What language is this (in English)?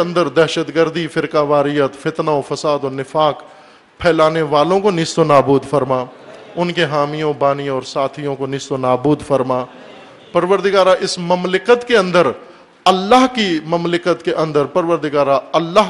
Urdu